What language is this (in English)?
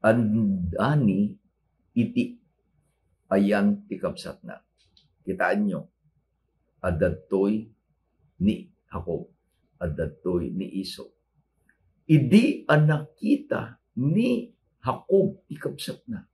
Iloko